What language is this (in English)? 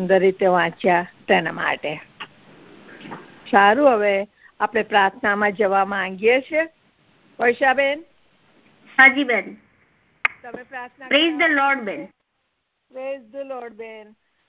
Gujarati